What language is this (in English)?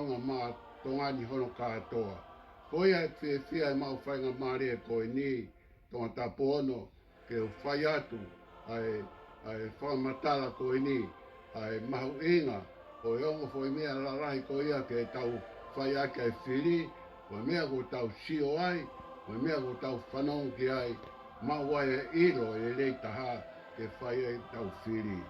Tongan